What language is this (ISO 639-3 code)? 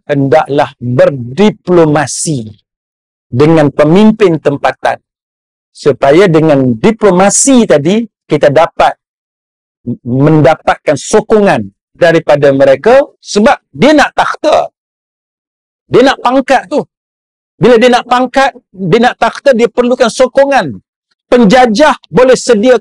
msa